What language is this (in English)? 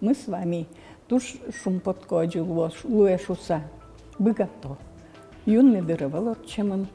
Udmurt